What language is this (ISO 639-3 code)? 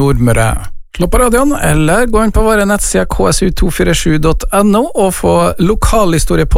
nor